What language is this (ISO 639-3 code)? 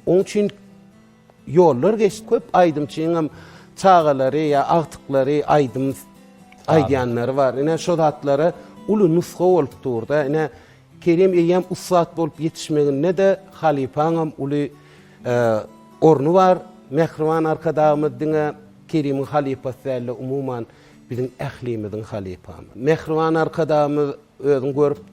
tuk